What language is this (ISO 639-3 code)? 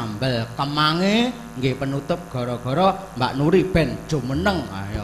jav